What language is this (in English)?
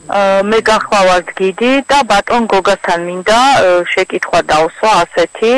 Georgian